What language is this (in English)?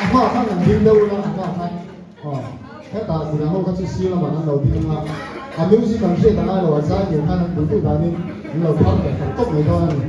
Hmar